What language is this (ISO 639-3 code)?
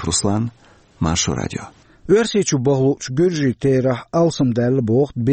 che